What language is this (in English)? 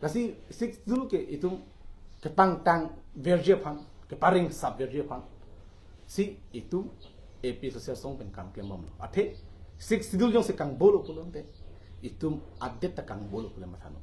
Karbi